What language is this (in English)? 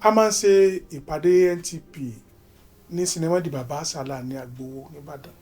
Yoruba